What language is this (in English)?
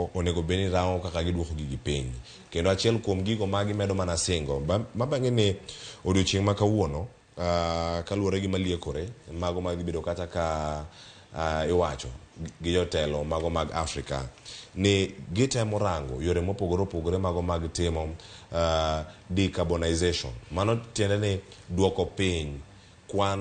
Luo (Kenya and Tanzania)